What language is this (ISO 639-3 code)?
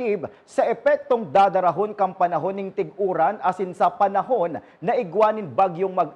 bik